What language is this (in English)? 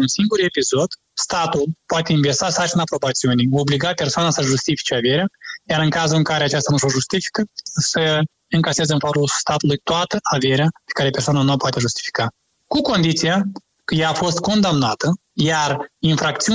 Romanian